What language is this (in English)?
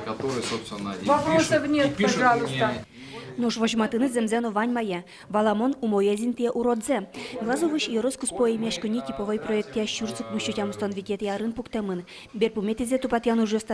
Udmurt